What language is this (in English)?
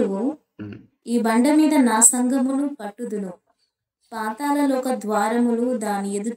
Telugu